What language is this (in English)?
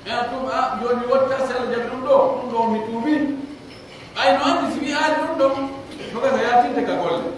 Pular